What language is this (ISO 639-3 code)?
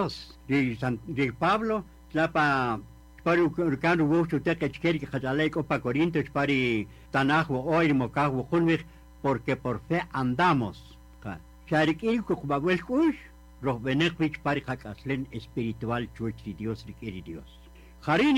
cak